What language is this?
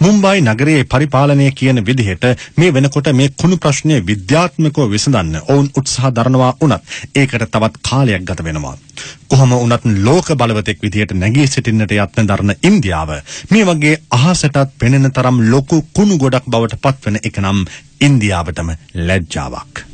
Sinhala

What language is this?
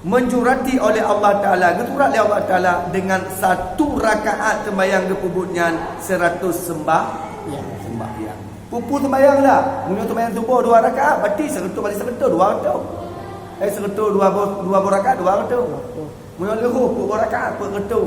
Achinese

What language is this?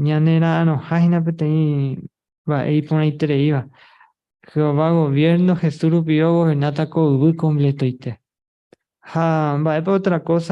Guarani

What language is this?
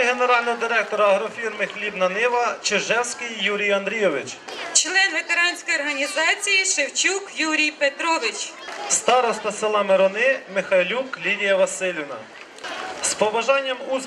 Ukrainian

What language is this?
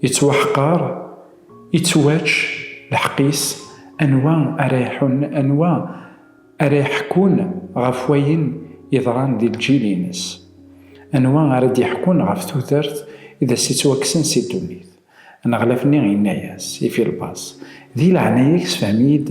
Kabyle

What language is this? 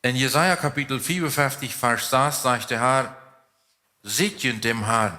Plautdietsch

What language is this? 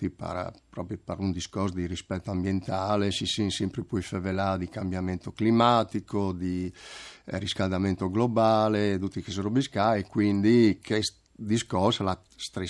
Friulian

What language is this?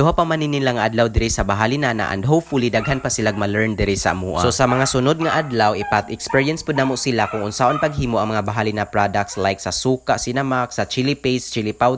Cebuano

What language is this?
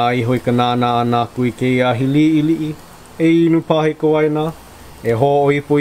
Hawaiian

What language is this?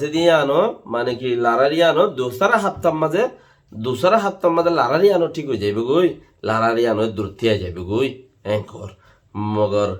Rohingya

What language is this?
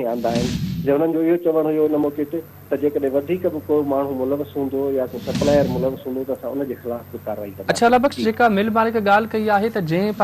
Sindhi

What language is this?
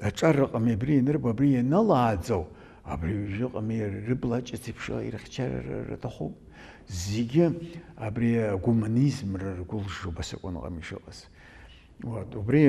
Abkhazian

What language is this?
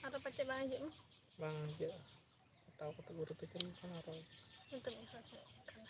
Santali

